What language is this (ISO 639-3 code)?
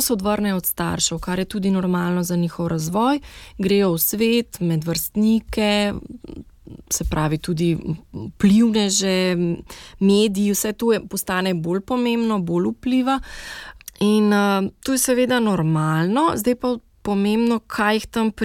slv